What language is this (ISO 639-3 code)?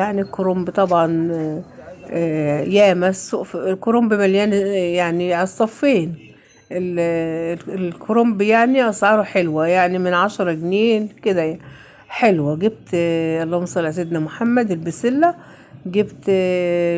arz